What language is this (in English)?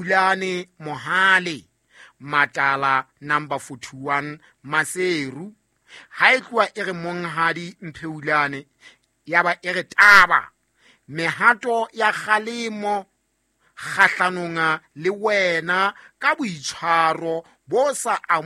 Southern Sotho